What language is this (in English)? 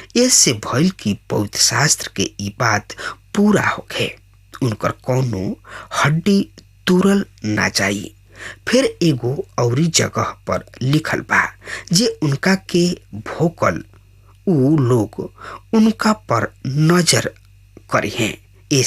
Bhojpuri